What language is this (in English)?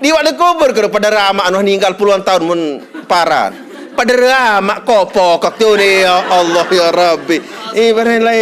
Sasak